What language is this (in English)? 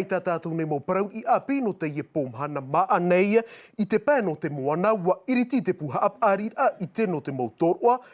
Tahitian